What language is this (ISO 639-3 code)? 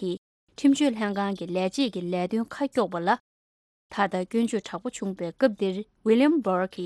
bod